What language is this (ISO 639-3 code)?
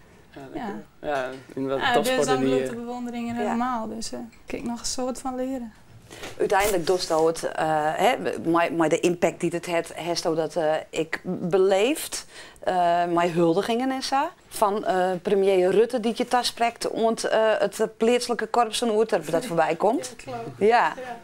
fry